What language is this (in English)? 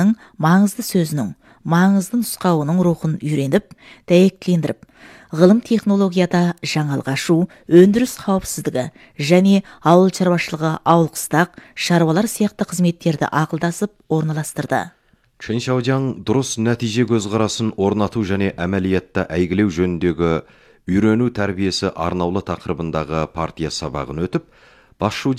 Kazakh